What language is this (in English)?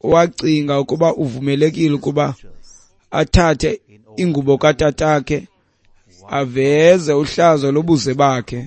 Xhosa